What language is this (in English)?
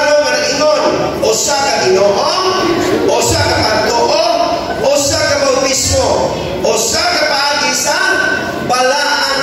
Cebuano